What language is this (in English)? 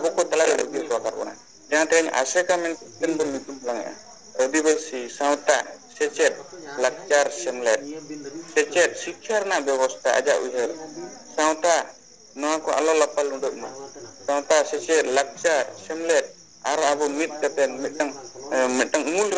Santali